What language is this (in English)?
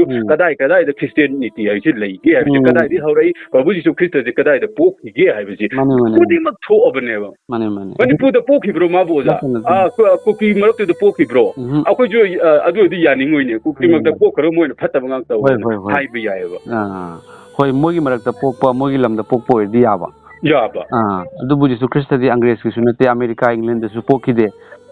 Manipuri